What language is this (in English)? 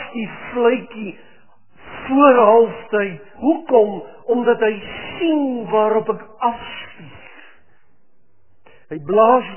Afrikaans